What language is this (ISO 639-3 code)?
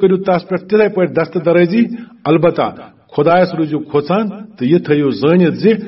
kas